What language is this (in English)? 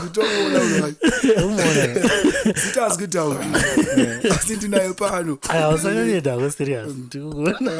Shona